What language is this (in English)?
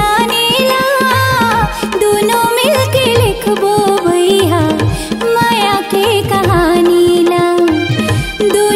Chhattisgarhi